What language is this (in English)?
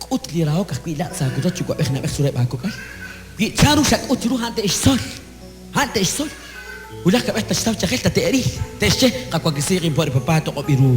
Kekchí